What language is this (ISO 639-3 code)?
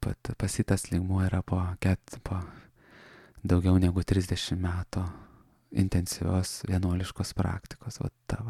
lit